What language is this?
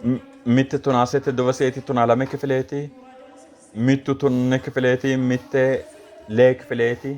Sidamo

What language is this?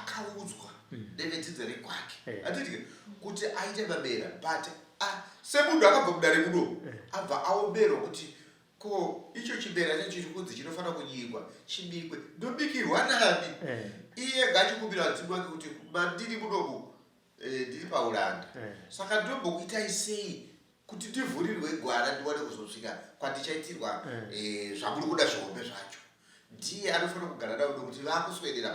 Shona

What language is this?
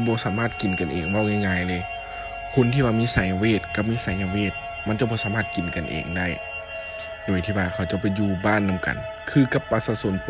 Lao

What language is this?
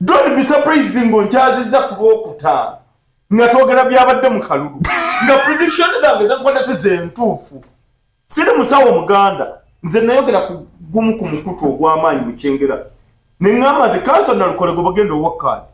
Ganda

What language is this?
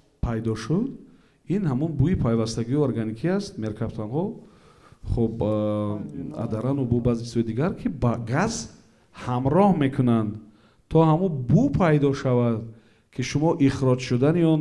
Tajik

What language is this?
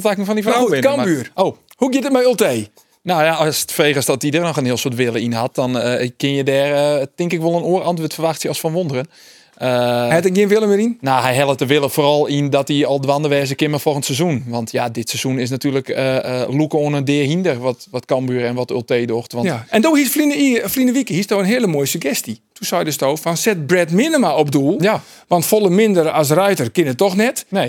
Western Frisian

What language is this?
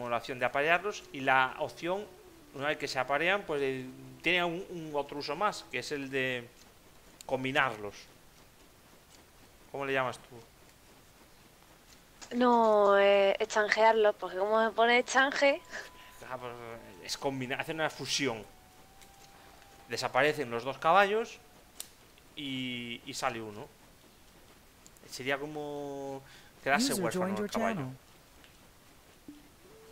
Spanish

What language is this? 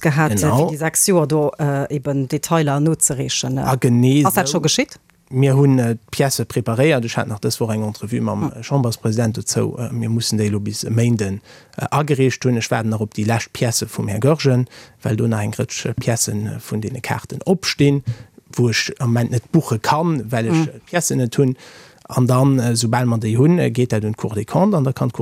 Luxembourgish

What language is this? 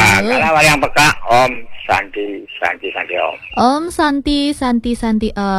Balinese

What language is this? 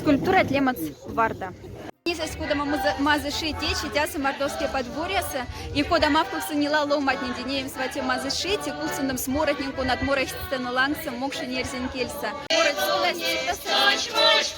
Moksha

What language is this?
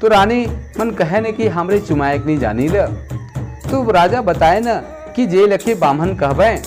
Sadri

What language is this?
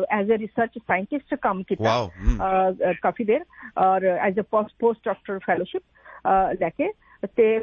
Punjabi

